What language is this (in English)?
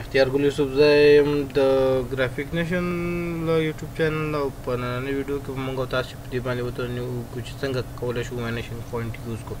Pashto